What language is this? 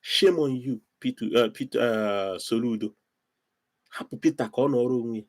Igbo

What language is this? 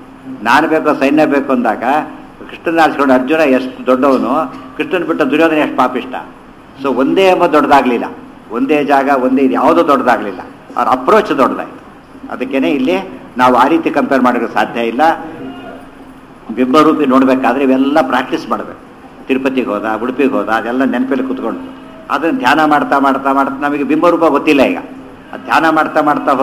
Kannada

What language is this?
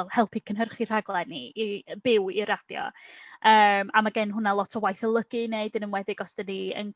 Welsh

